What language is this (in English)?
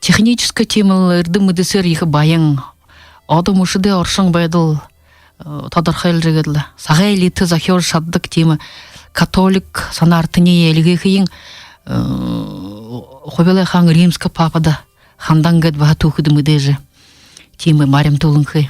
Buriat